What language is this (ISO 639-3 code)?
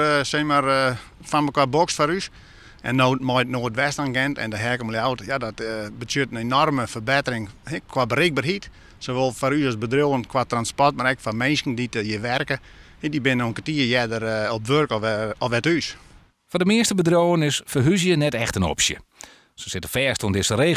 fry